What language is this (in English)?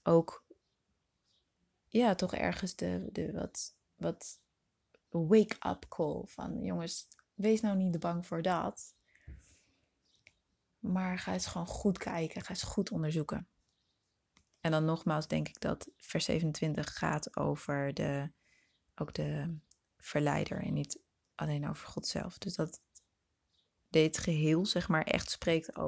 Dutch